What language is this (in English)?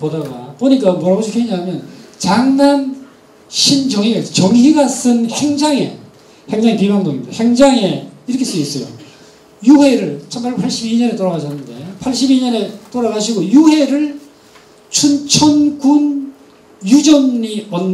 Korean